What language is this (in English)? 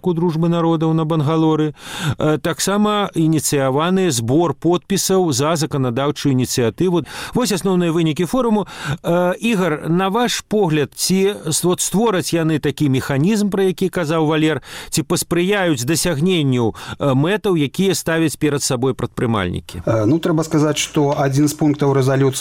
Belarusian